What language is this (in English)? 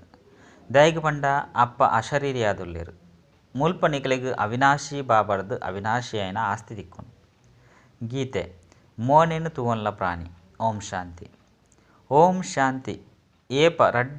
Tulu